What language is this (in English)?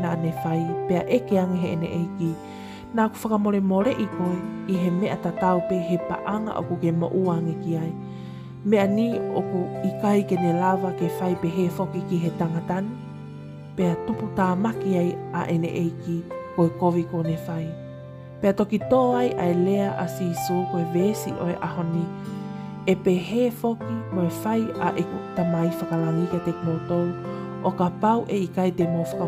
Tongan